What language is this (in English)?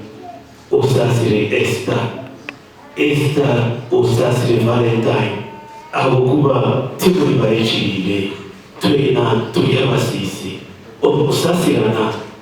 Nyankole